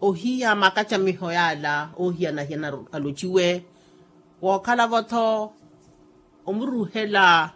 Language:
Makhuwa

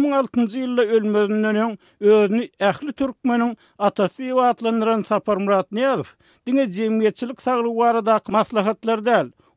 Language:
Turkmen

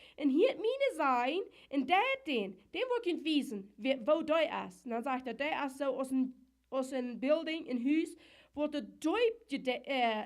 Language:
Plautdietsch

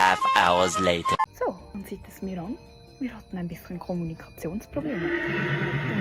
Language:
Swiss German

